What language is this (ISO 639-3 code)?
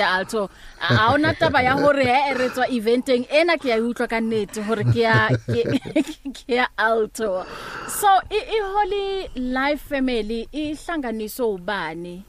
sot